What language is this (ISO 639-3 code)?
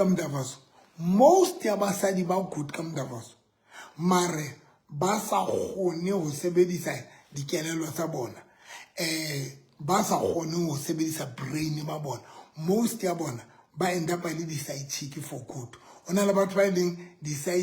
sot